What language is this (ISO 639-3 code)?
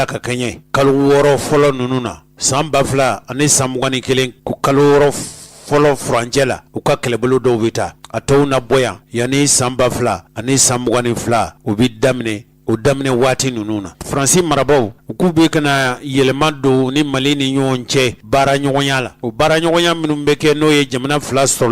bam